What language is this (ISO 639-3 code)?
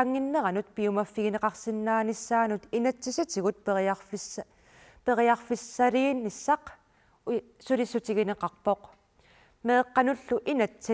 kal